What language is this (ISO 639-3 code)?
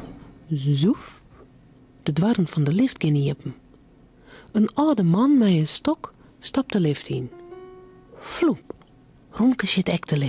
fry